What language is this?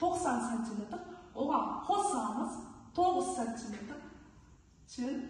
Kazakh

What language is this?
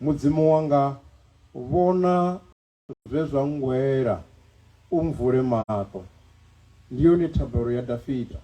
Venda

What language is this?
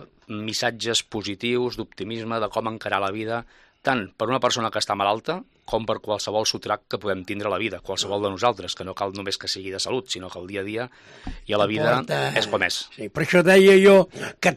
Catalan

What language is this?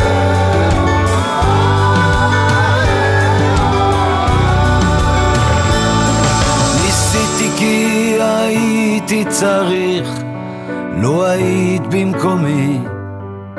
Hebrew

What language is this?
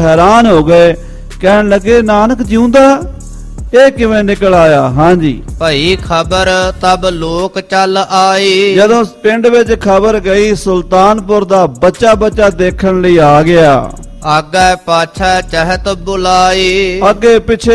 Punjabi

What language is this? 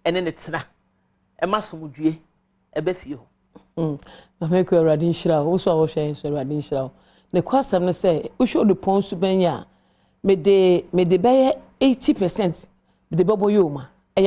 Akan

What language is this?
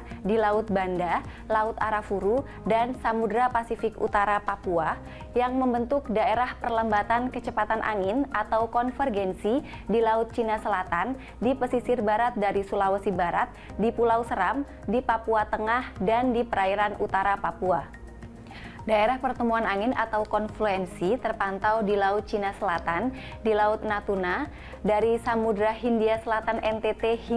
Indonesian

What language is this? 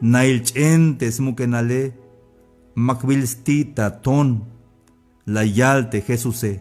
Tzeltal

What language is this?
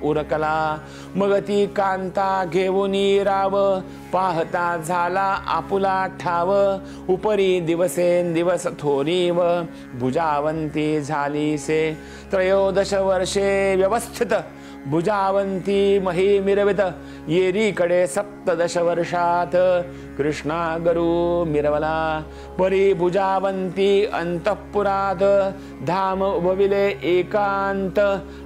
Marathi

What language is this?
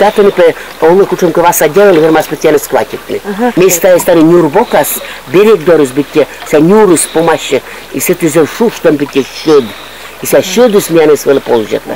Komi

